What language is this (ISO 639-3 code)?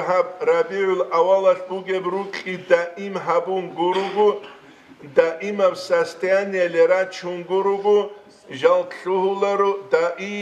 ava